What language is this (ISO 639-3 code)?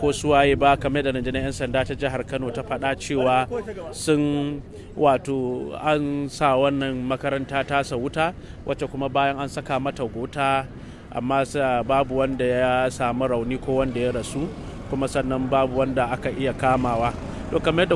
hau